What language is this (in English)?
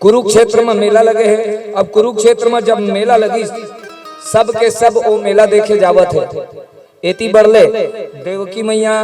Chhattisgarhi